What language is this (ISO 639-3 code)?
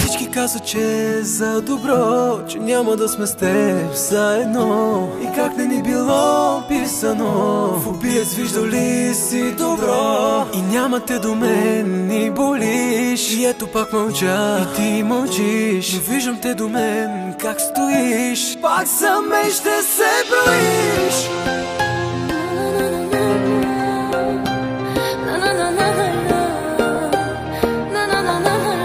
bul